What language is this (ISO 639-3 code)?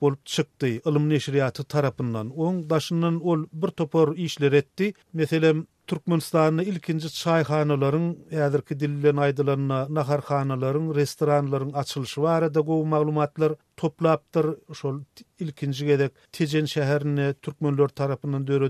tuk